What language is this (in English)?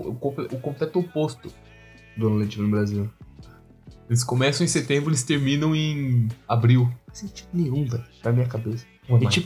Portuguese